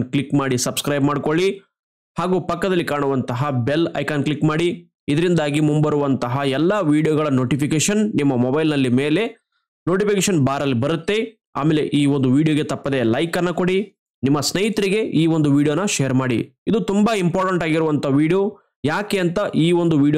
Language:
Kannada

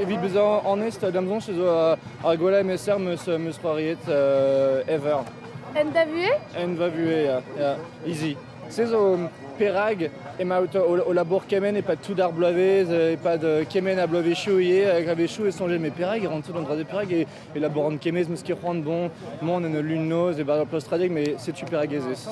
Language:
Breton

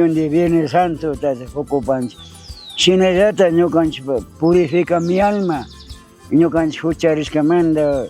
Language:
Chimborazo Highland Quichua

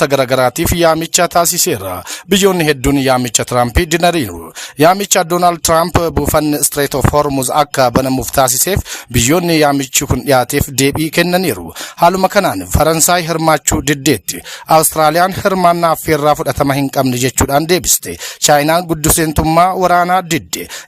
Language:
Oromo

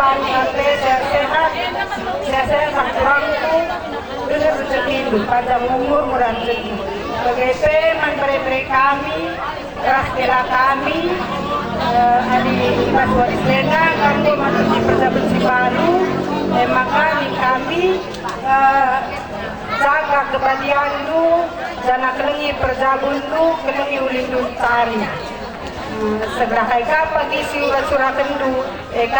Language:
Batak Karo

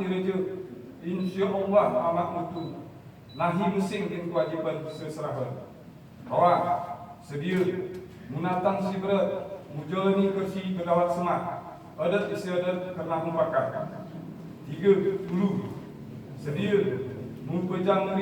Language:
Gayo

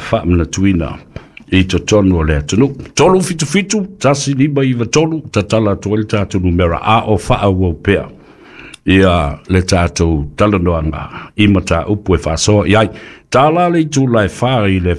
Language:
Samoan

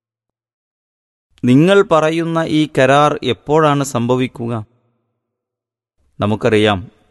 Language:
Malayalam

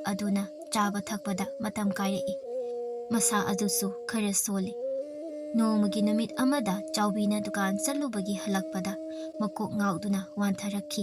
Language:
Manipuri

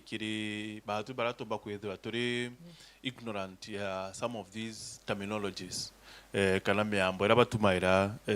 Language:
Meru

